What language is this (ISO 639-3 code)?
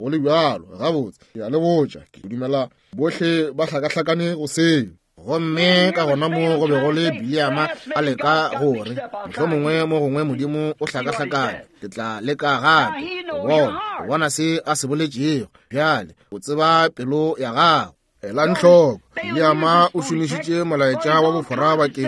nso